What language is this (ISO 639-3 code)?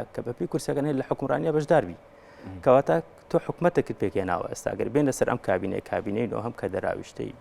ckb